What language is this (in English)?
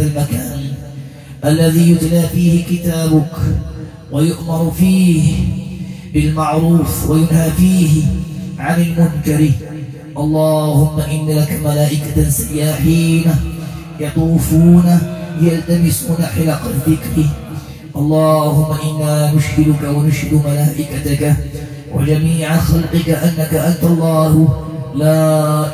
Arabic